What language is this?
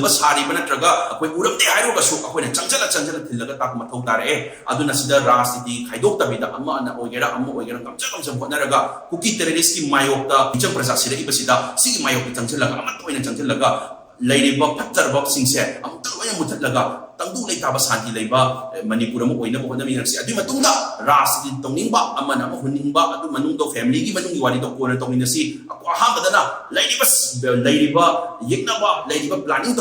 Manipuri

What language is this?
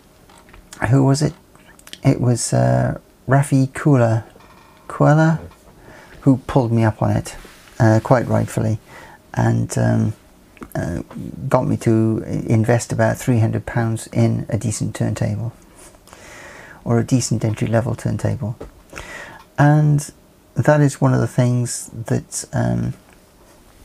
English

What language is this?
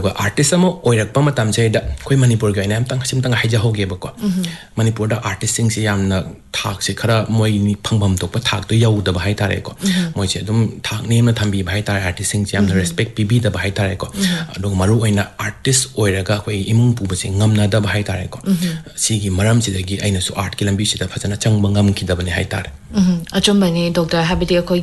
Manipuri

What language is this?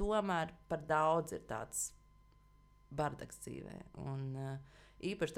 Latvian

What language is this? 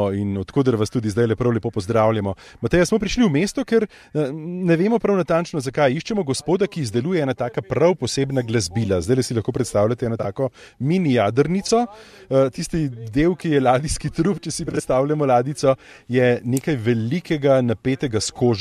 Slovenian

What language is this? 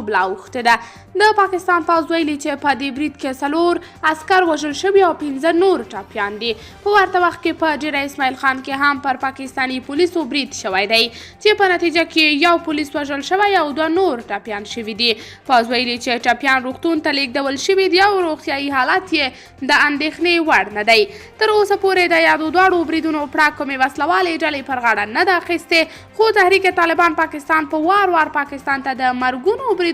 Pashto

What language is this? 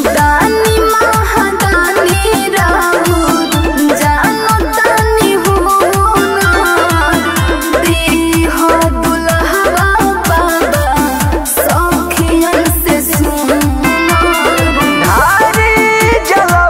Bhojpuri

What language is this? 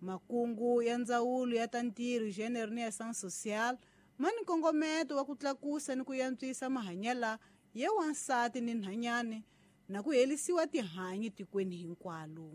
Tsonga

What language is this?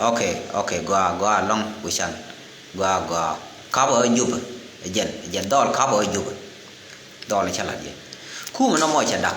Nuer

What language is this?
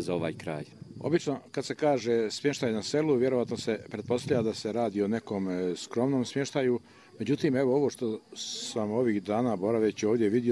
Bosnian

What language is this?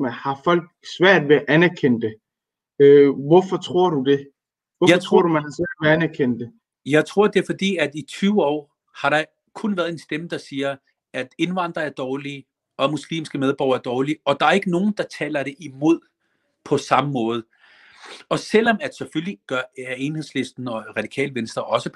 Danish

